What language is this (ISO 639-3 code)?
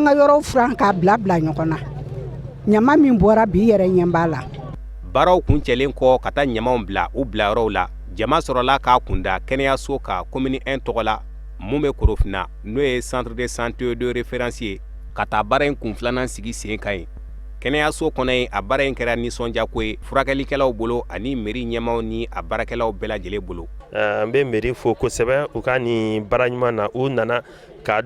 bam